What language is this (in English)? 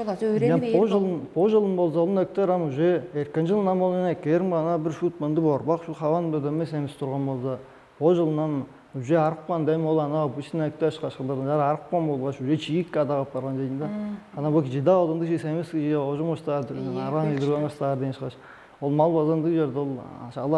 Tuvinian